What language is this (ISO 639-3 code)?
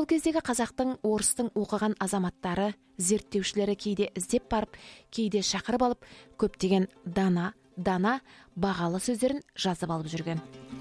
kaz